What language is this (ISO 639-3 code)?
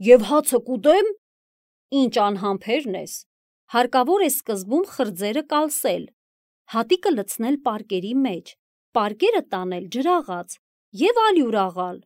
hye